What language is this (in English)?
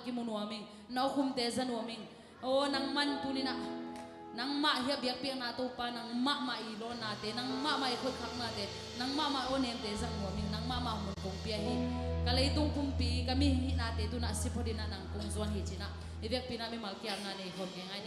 Tedim Chin